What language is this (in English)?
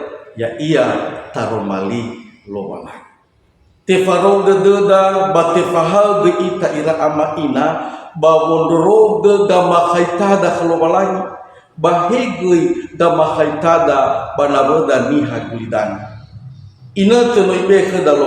Nias